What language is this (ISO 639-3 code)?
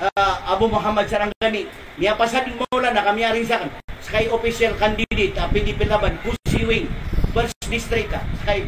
mrw